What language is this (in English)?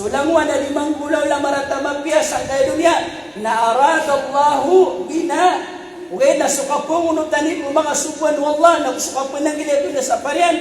Maranao